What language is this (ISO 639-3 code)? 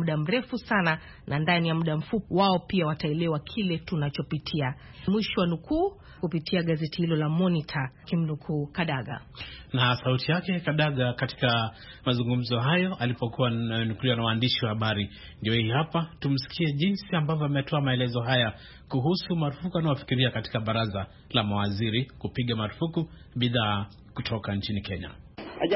swa